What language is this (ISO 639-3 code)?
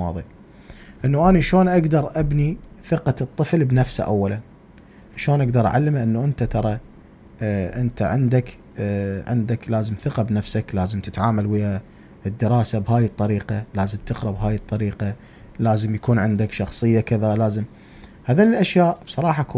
acm